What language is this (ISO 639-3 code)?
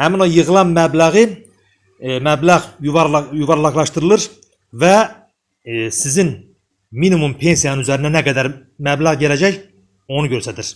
aze